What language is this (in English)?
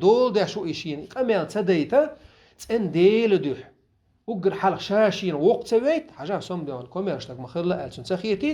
Chechen